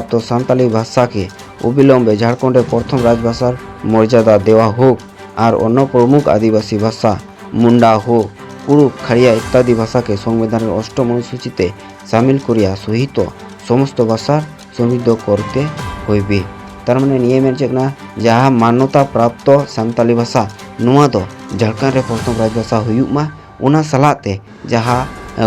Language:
Santali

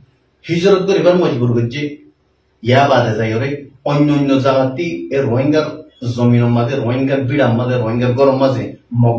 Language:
Rohingya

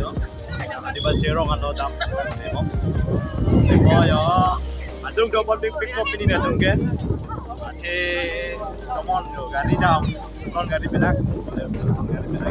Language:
Karbi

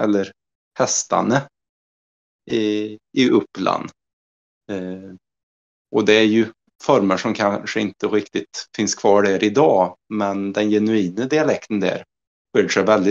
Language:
Swedish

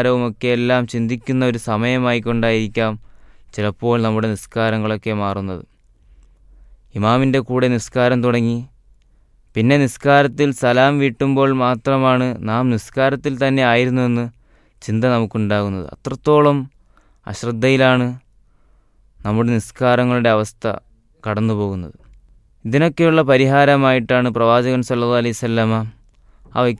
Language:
Malayalam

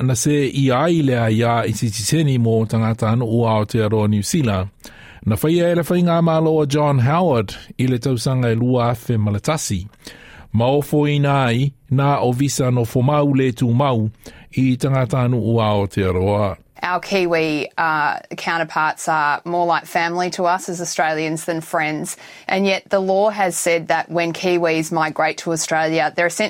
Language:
Samoan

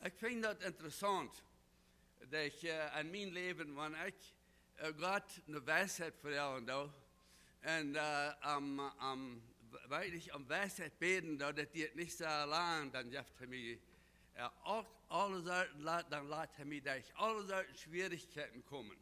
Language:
Plautdietsch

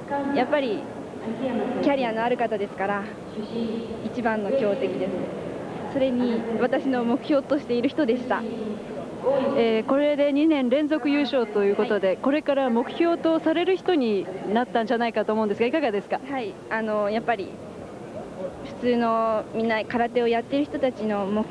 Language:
Japanese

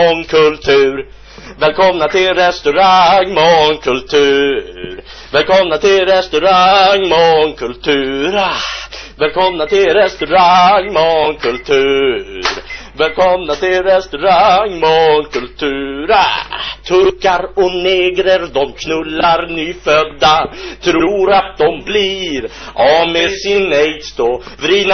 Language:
Swedish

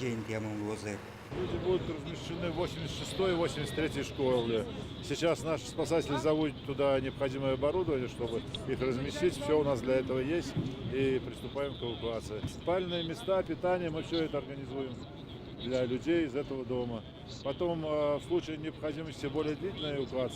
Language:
Udmurt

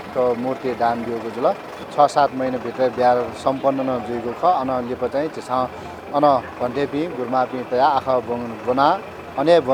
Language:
Newari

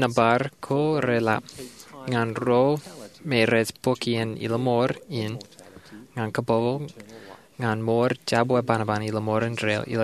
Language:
Marshallese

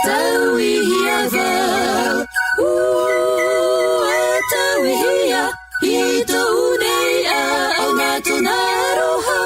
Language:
Tahitian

